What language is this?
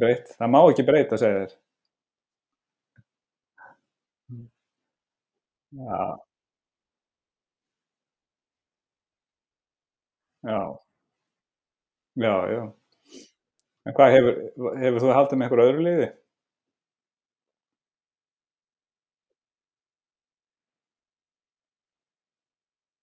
Icelandic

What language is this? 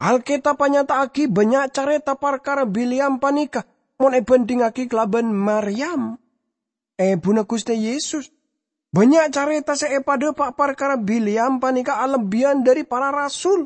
Madurese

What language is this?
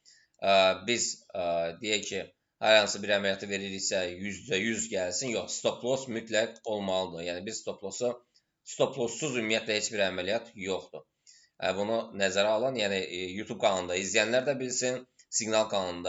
Azerbaijani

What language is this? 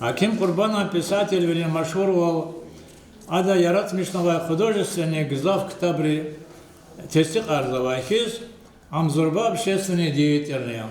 Lezghian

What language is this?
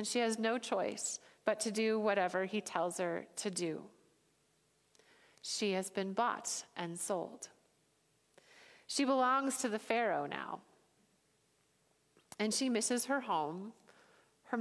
English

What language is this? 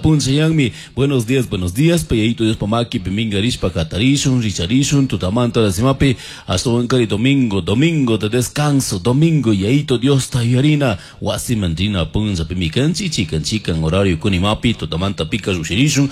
Chimborazo Highland Quichua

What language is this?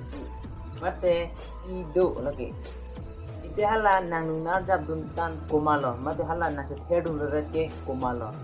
Karbi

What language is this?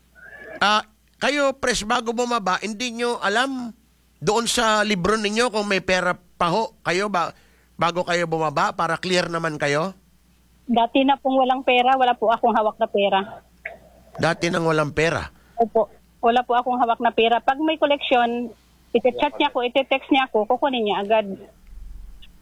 Filipino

